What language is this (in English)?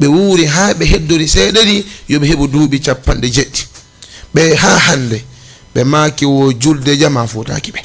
Fula